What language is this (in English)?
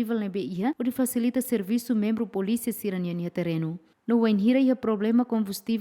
Tetum